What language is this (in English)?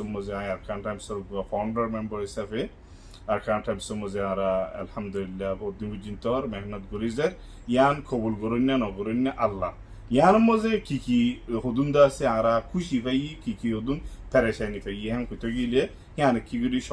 Rohingya